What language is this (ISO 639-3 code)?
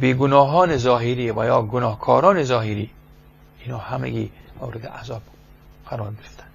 fas